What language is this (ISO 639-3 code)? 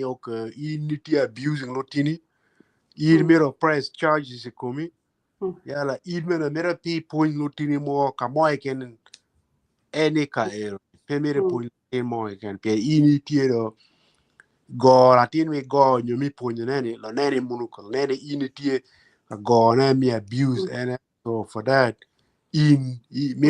ach